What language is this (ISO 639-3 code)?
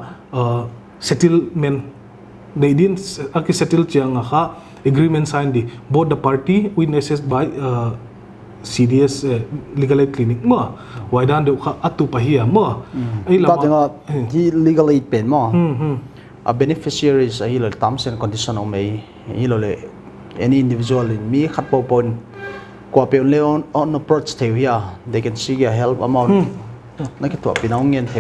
pck